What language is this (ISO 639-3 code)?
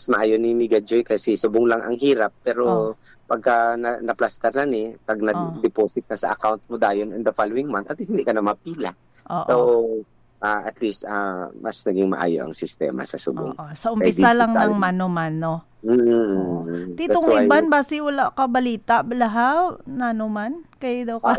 hil